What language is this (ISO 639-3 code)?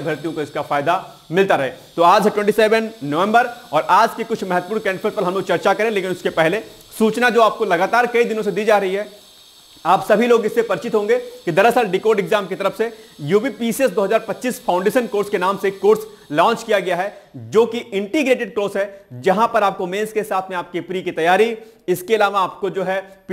hin